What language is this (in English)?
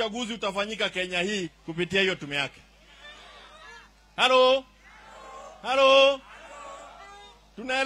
Swahili